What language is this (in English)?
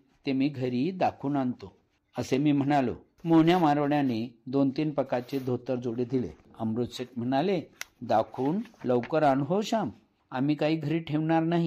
Marathi